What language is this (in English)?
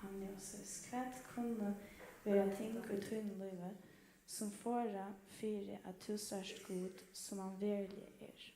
Faroese